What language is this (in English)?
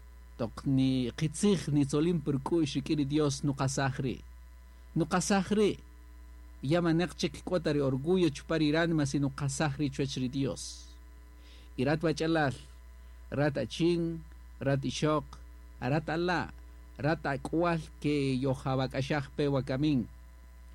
Kaqchikel